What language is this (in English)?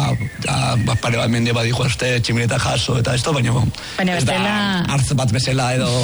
Basque